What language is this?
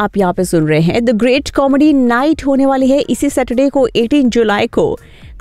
Hindi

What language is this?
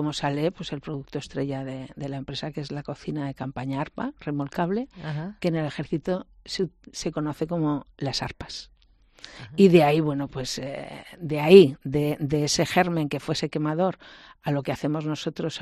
Spanish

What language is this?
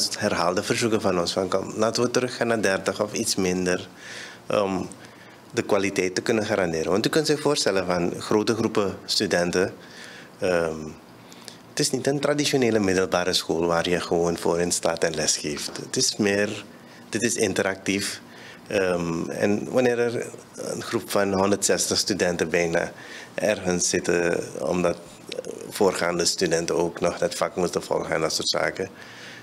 Dutch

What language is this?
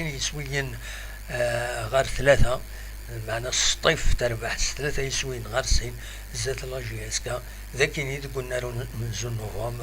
Kabyle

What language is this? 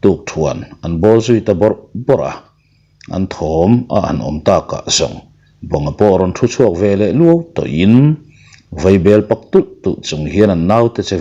Mizo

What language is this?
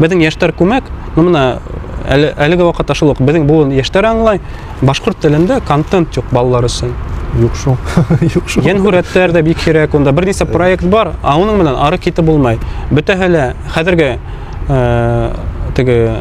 Bashkir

